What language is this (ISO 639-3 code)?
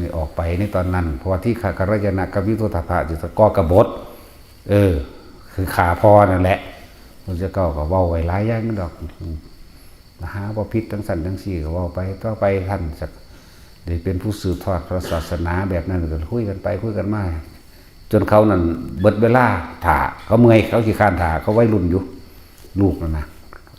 tts